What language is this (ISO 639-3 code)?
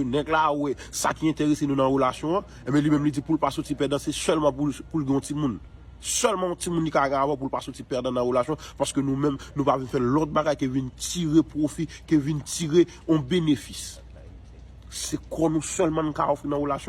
hat